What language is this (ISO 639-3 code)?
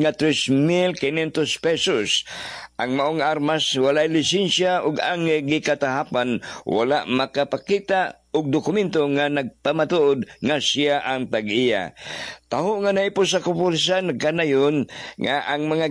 ceb